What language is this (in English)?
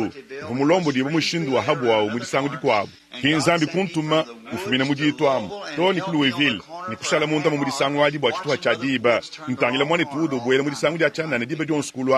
Luba-Lulua